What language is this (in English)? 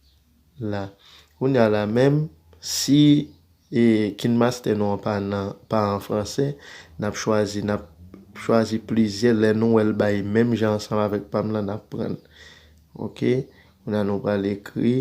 Haitian Creole